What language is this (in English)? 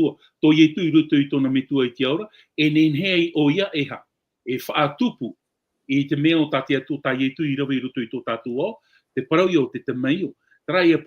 Tahitian